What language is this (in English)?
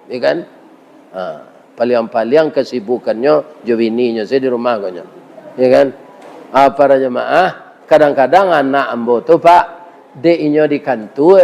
Minangkabau